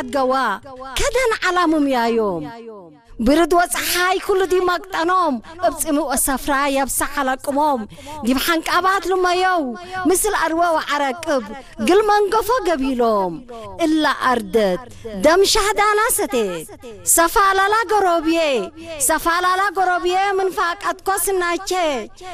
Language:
Tigre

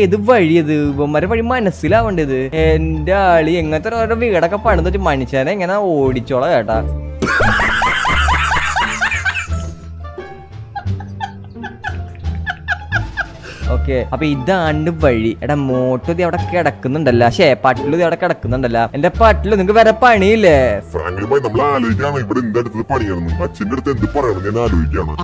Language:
Malayalam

